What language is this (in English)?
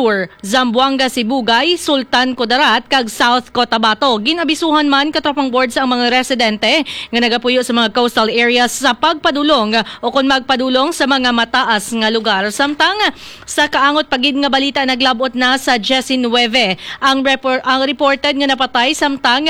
Hiligaynon